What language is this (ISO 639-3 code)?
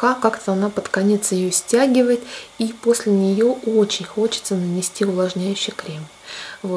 rus